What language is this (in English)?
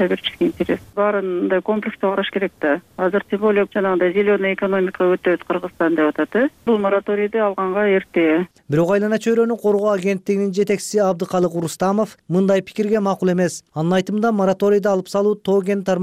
Kyrgyz